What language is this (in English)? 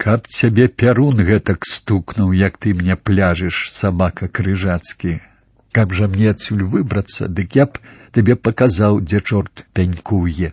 Belarusian